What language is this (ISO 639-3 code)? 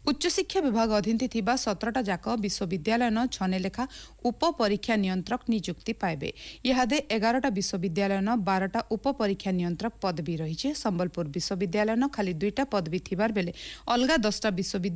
ori